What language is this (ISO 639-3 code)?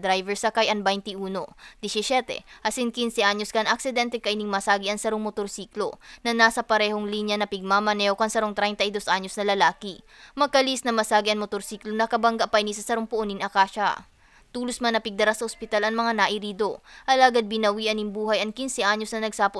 bik